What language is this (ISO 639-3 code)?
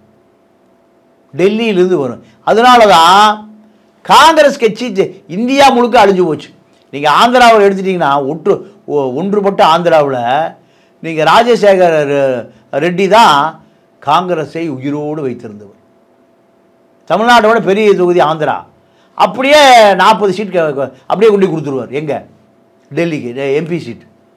tam